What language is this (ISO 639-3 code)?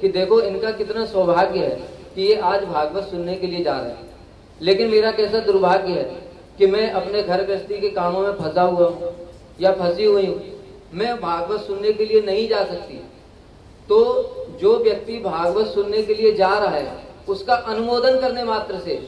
hin